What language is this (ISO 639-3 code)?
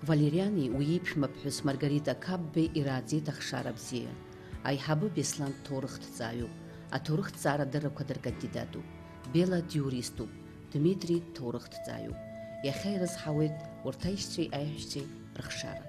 abk